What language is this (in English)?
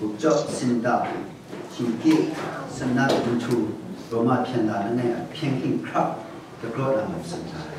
Kachin